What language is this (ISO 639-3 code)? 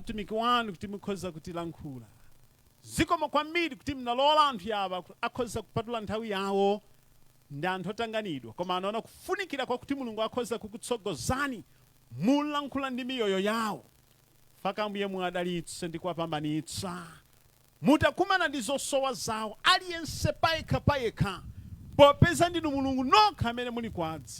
nya